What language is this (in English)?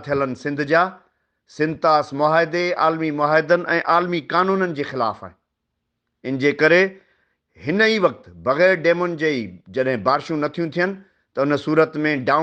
Sindhi